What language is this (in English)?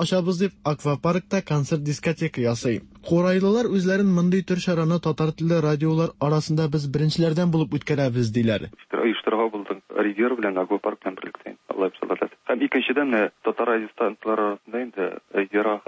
Tatar